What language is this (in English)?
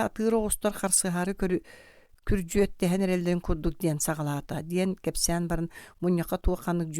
Yakut